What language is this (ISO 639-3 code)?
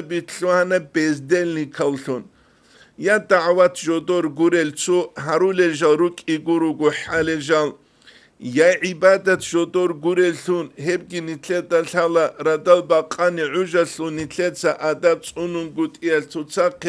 ava